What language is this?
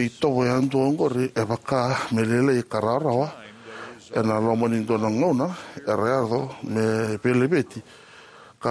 Fijian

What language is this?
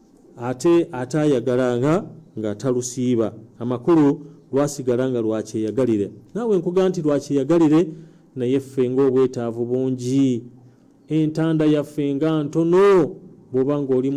Ganda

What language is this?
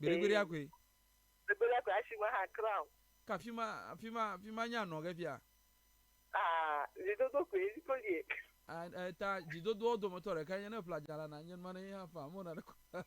Ewe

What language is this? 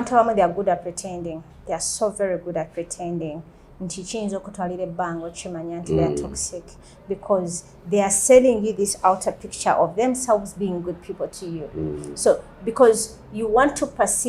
Ganda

